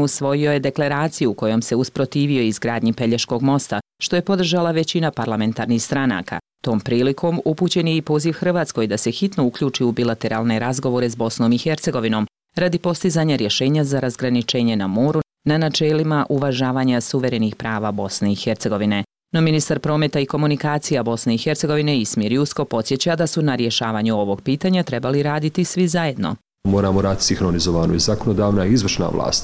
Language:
Bosnian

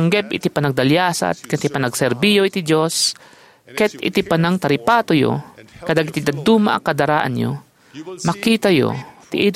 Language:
Iloko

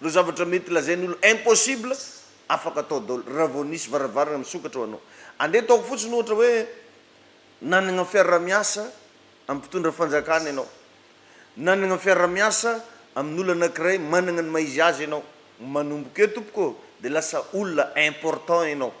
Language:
Malagasy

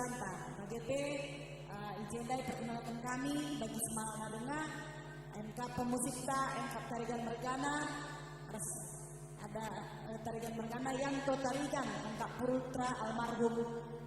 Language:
Batak Karo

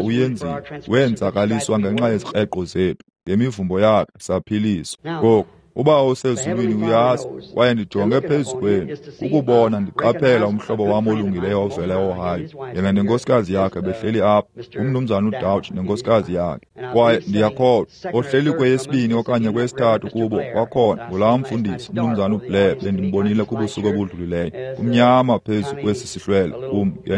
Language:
Xhosa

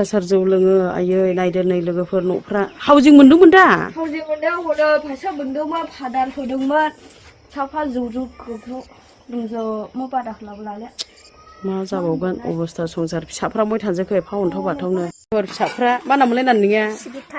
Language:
Bodo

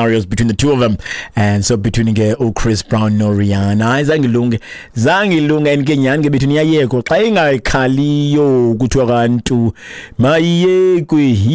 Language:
Xhosa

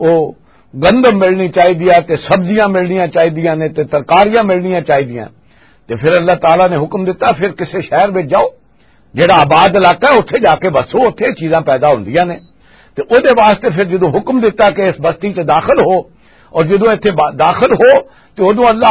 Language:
Western Panjabi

